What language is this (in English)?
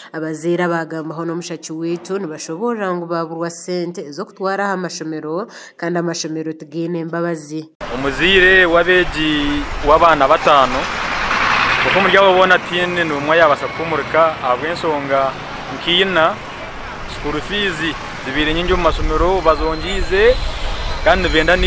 Nyankole